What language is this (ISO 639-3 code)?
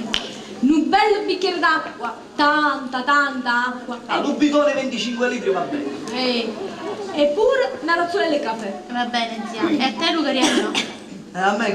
nap